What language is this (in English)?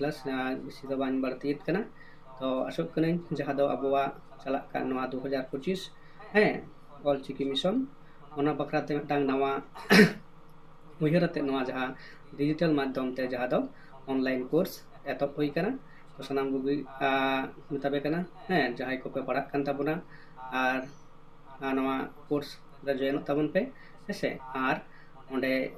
Santali